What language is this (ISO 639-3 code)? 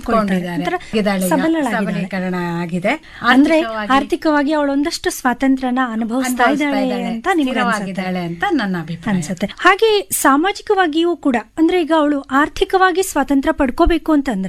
kan